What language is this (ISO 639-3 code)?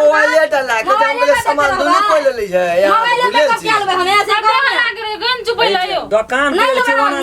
mai